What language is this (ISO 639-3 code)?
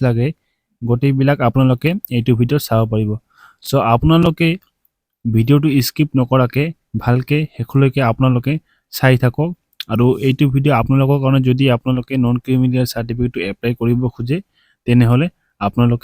asm